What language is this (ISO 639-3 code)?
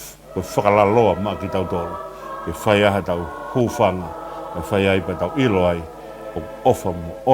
ton